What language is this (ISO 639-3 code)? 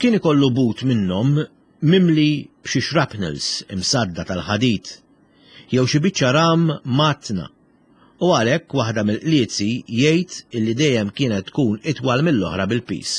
mlt